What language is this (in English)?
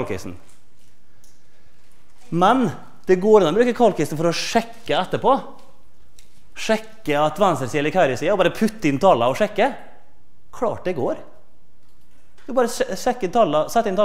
Norwegian